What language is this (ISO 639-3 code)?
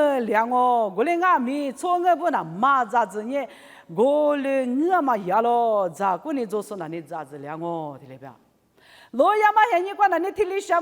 lis